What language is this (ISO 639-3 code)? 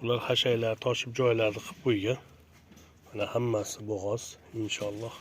uzb